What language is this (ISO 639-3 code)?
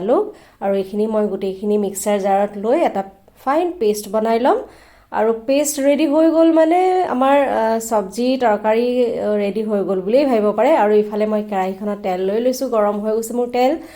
asm